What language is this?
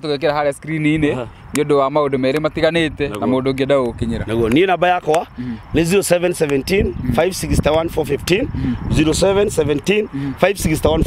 Kikuyu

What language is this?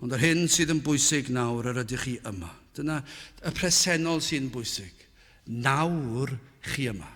Welsh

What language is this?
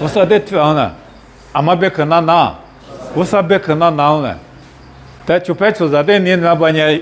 Lisu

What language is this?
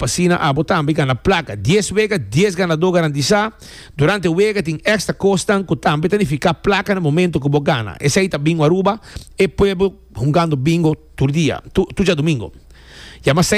Papiamento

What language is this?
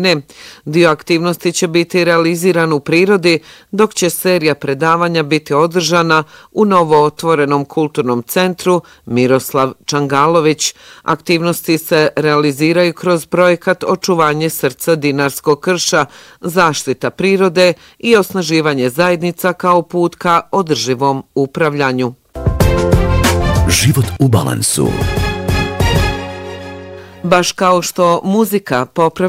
Bosnian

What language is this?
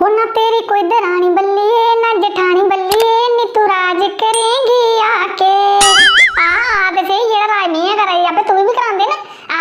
Dogri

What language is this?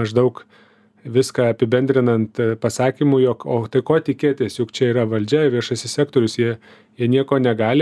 Lithuanian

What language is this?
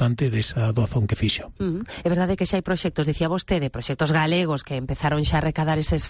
Galician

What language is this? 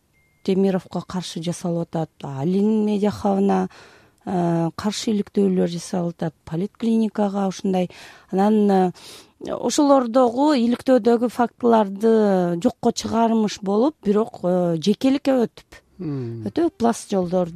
Kyrgyz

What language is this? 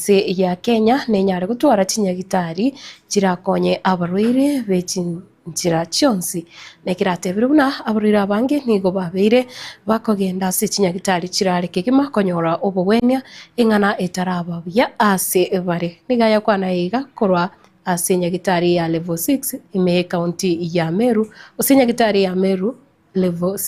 Gusii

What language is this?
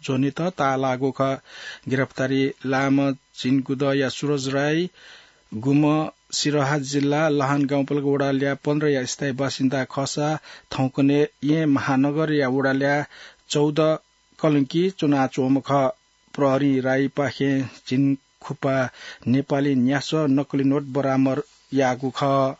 Newari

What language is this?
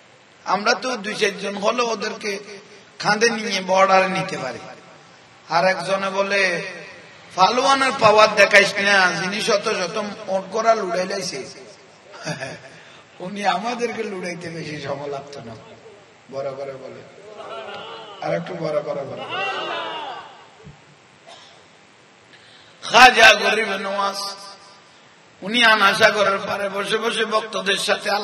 Bangla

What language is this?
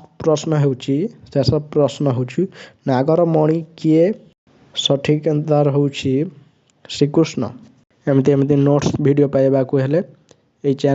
Odia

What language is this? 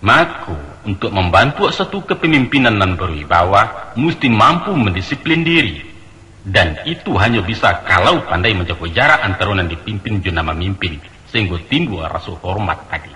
Minangkabau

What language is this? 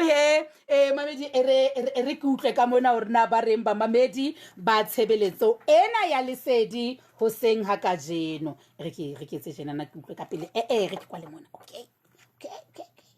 Southern Sotho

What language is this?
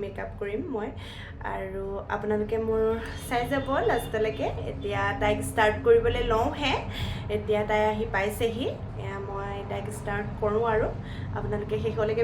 Assamese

